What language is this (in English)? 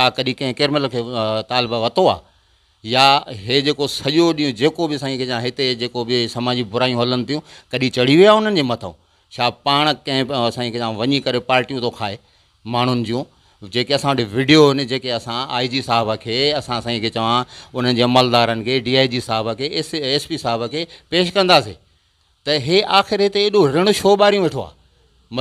Sindhi